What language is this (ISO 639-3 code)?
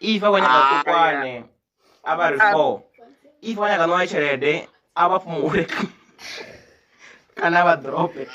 ven